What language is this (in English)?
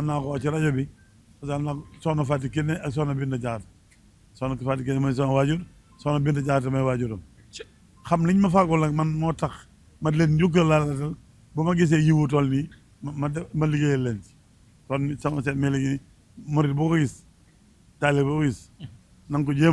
Wolof